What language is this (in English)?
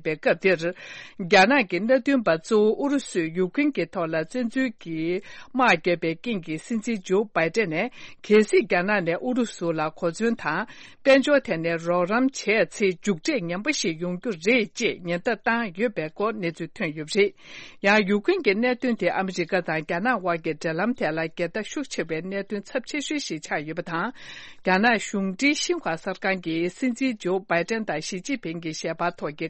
Tibetan